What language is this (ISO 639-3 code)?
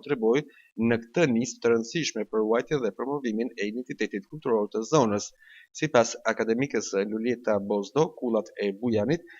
sqi